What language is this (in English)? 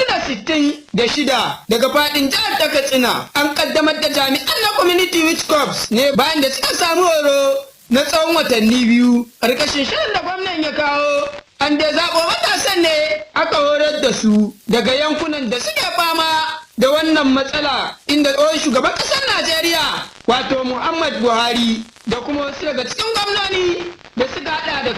Hausa